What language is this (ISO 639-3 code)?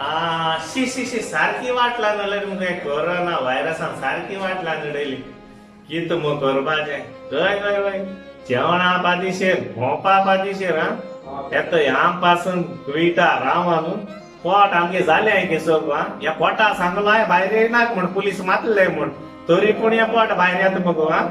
kok